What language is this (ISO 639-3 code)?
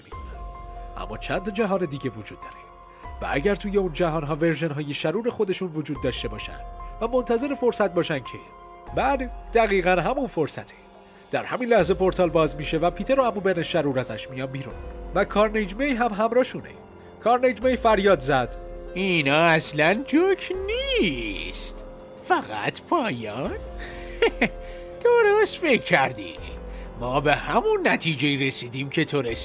fas